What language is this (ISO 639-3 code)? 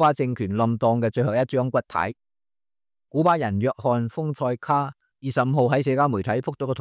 yue